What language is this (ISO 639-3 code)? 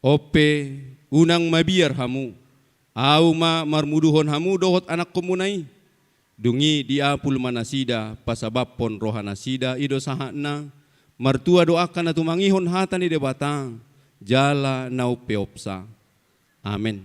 bbc